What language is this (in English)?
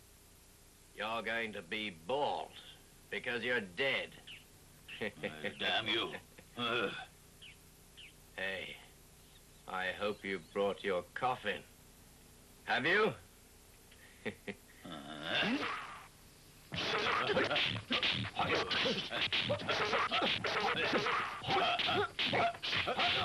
English